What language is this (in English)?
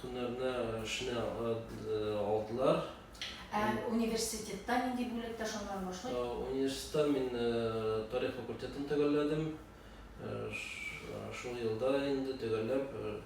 Tatar